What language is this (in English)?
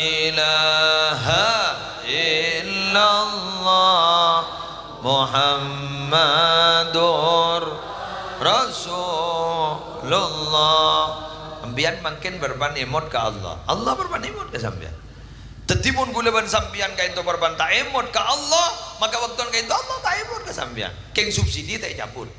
Madurese